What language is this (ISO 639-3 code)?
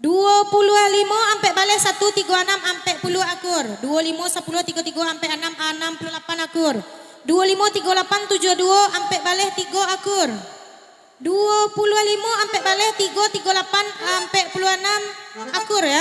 min